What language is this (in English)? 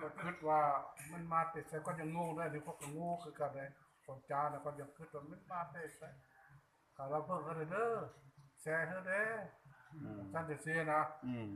Northeastern Thai